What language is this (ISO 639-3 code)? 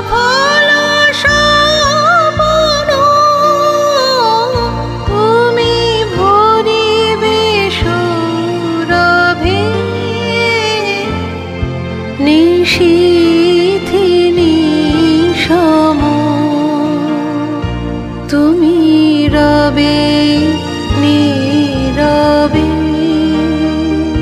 ben